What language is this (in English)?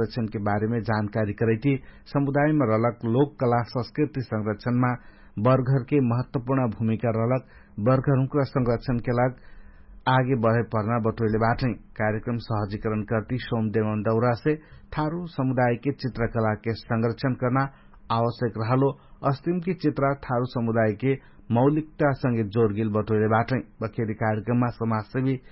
Dangaura Tharu